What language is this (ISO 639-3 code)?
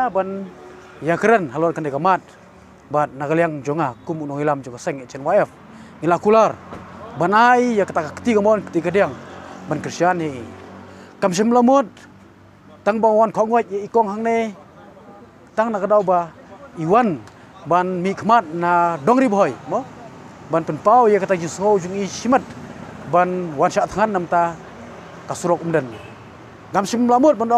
kha